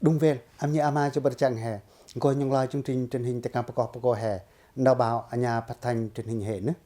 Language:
Pacoh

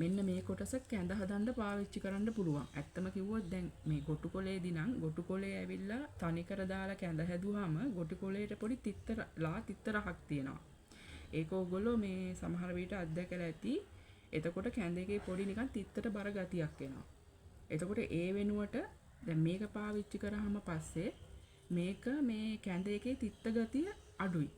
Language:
Sinhala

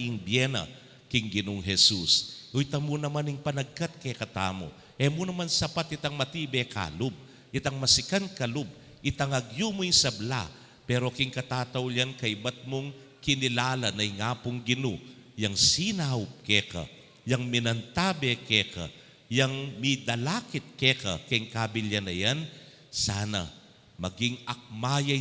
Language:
Pampanga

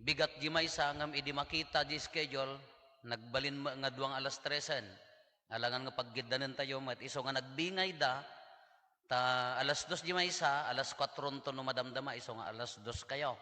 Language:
Iloko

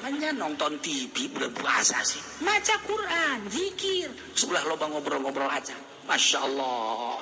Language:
Sundanese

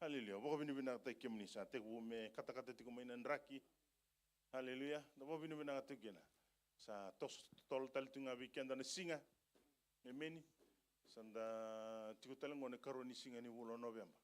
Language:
Fijian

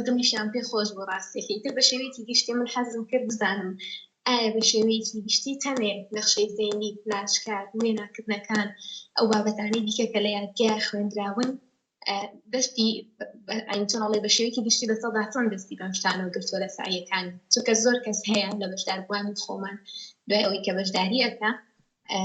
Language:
Central Kurdish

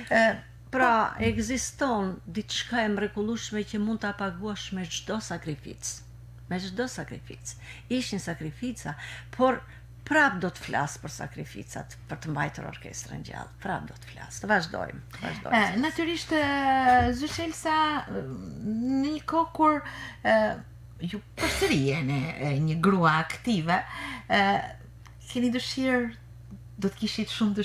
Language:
Albanian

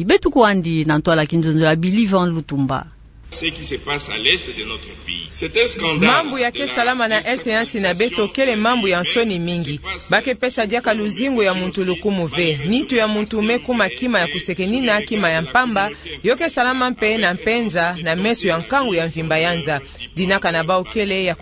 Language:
Kituba (Democratic Republic of Congo)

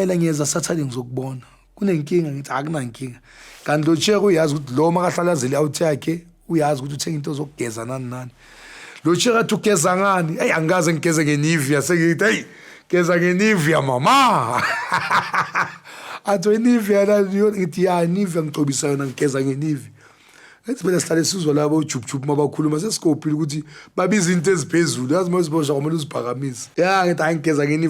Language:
Zulu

